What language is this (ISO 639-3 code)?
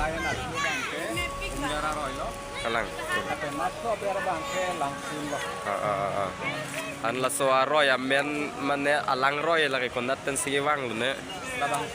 mjw